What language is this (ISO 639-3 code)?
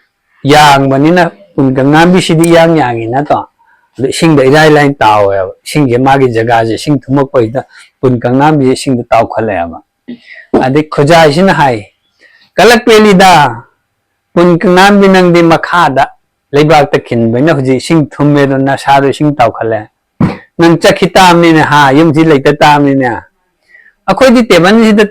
mni